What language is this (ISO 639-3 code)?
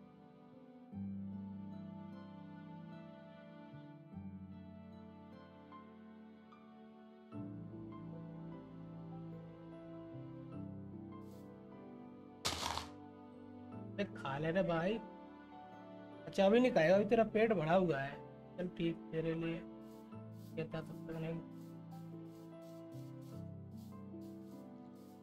hin